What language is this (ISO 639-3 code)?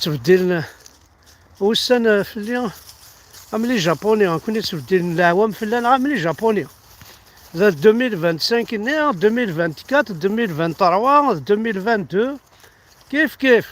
kab